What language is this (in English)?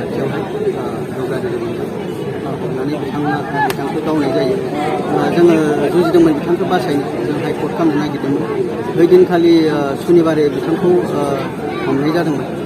Bodo